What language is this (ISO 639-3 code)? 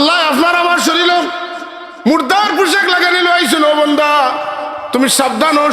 syl